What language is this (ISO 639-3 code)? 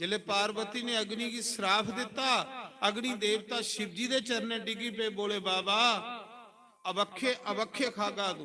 doi